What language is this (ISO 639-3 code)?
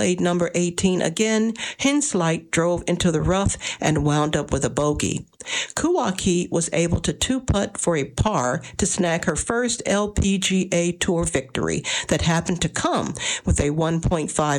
eng